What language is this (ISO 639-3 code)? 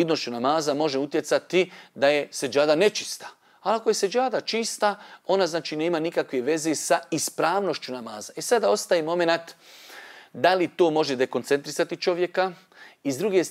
bos